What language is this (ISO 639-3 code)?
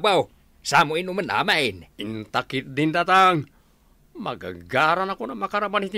ilo